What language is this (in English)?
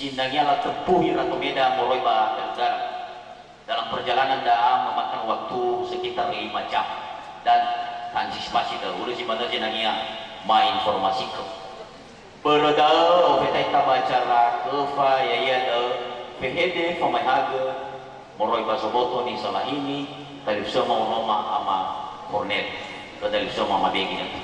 Nias